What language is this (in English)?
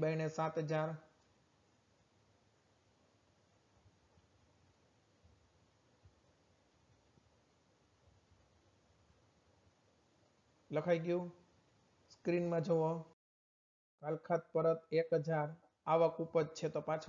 Gujarati